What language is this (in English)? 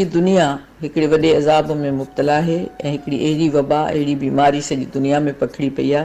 Sindhi